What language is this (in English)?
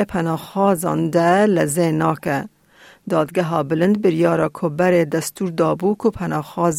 Kurdish